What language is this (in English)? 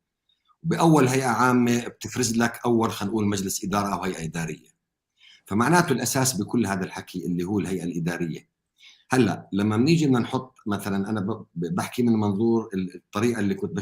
North Levantine Arabic